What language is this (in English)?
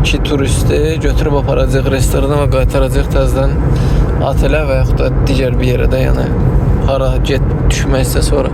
Azerbaijani